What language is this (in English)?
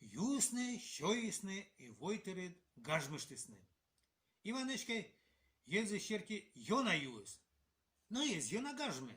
Komi